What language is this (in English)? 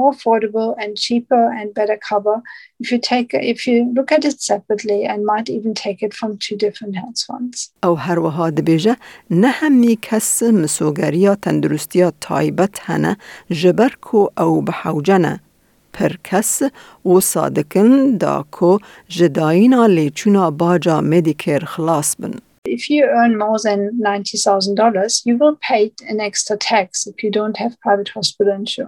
Kurdish